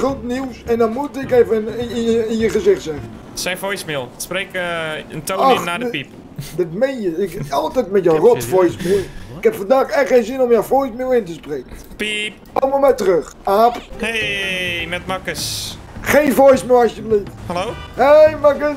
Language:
Dutch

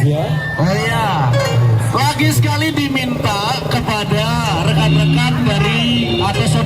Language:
Sasak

